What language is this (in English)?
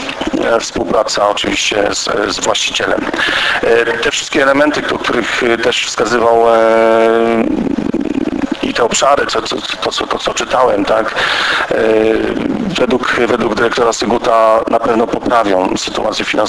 Polish